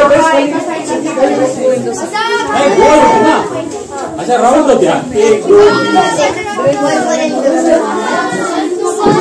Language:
Marathi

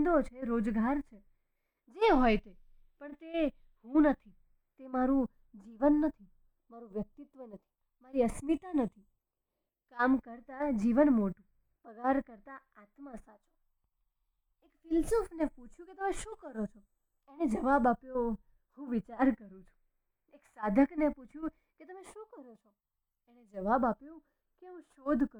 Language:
Gujarati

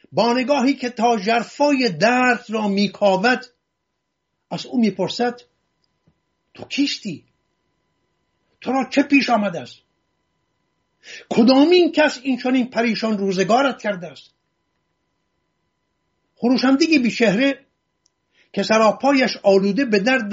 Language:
Persian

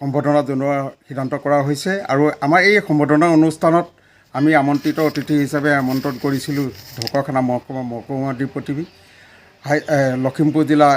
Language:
Assamese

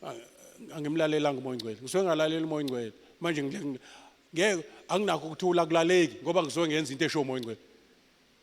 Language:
Zulu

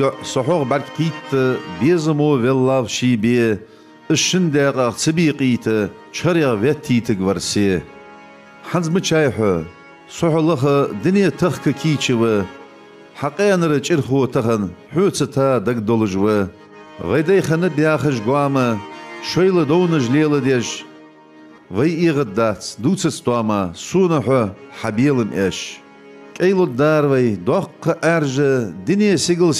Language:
Ingush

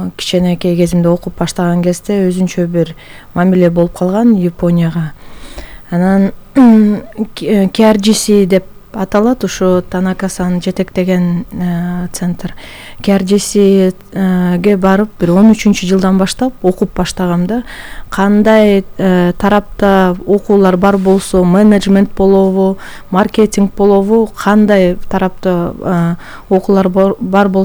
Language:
Kyrgyz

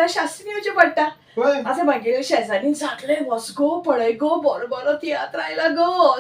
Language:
Konkani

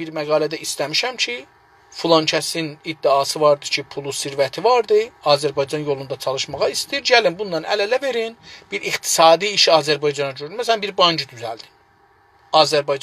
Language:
South Azerbaijani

